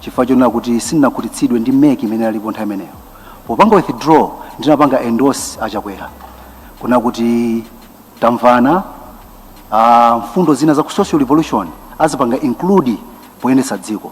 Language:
Nyanja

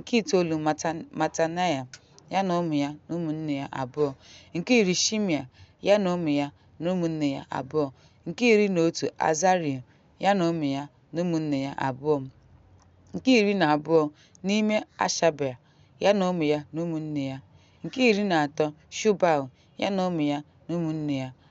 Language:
Igbo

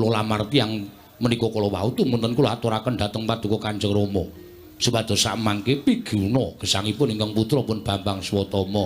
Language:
Javanese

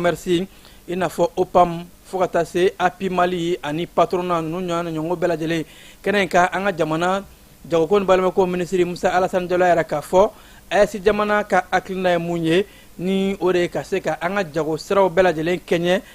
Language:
Bambara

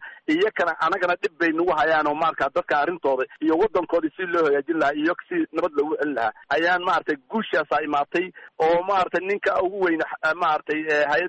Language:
Somali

